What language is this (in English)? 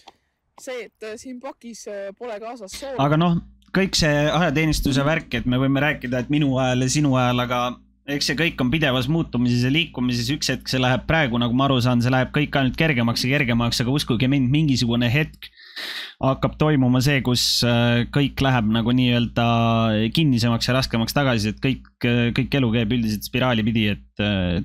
Estonian